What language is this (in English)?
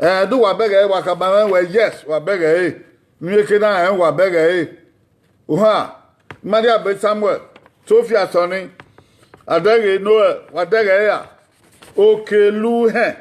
Bini